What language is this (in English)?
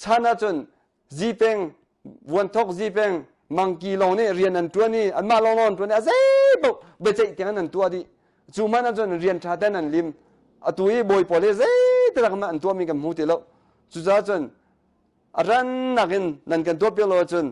Hakha Chin